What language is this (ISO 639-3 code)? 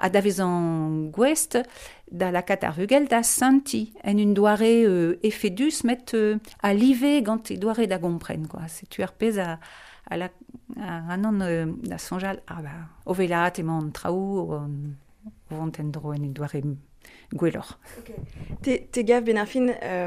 bre